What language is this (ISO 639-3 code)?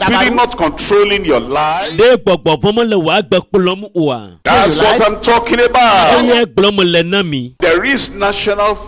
ewe